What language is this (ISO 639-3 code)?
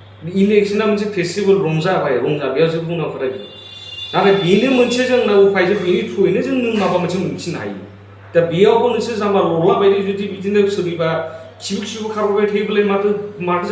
brx